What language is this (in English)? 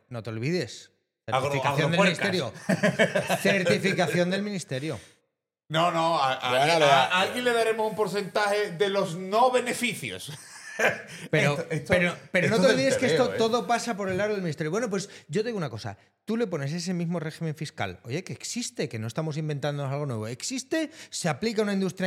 Spanish